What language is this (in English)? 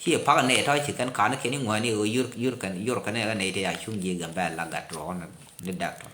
Nuer